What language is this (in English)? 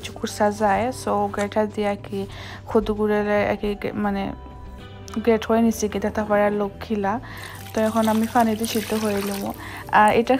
Sylheti